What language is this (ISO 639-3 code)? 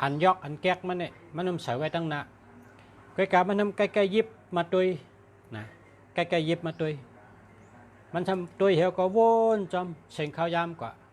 shn